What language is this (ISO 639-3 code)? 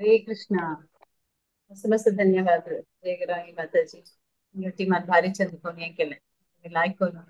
kok